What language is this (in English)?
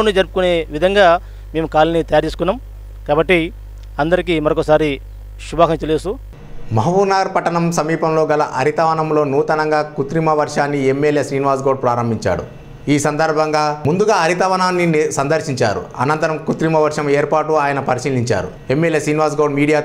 Telugu